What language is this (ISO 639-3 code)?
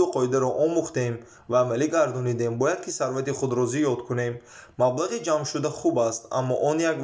tgk